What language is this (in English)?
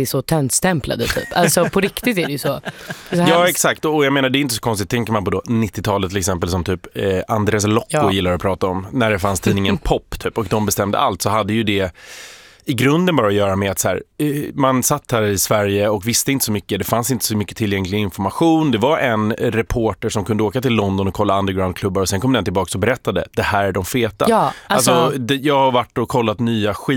Swedish